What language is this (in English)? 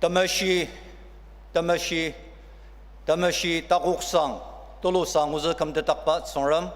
Ao Naga